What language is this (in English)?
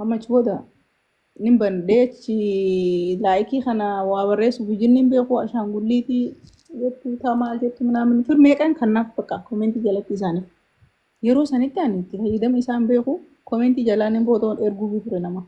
Oromo